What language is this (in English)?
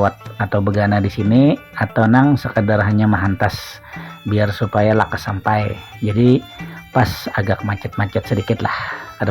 Banjar